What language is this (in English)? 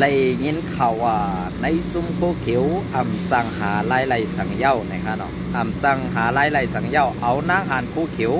Shan